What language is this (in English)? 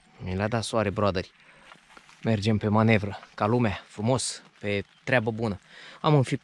Romanian